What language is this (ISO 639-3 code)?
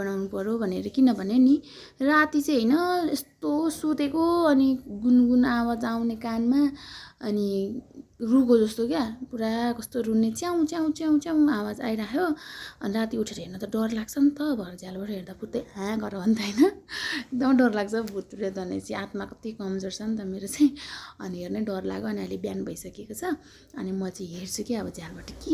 nep